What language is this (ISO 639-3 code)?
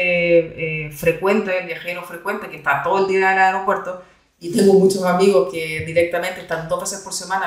spa